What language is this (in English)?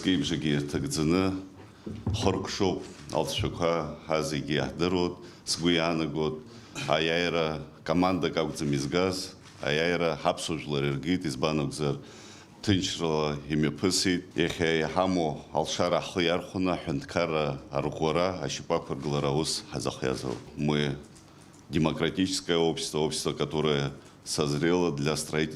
Abkhazian